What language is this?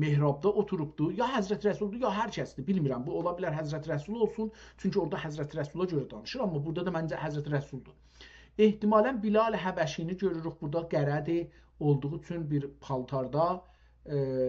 South Azerbaijani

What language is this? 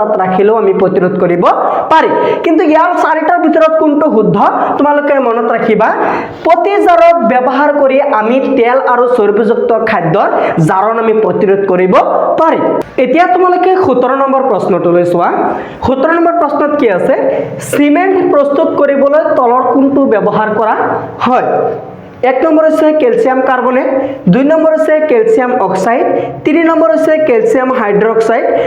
Assamese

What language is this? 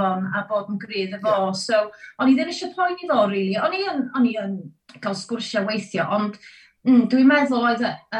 Welsh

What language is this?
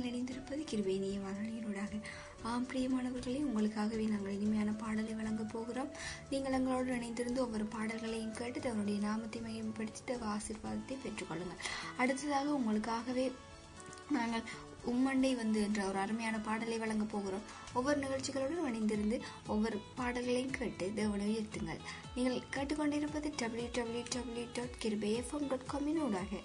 Tamil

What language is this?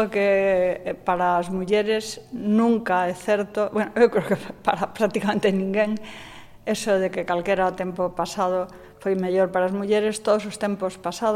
Galician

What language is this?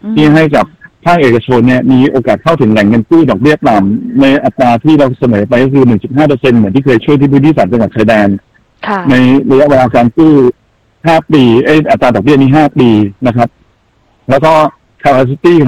Thai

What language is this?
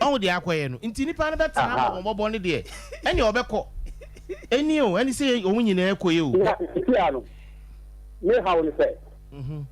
Akan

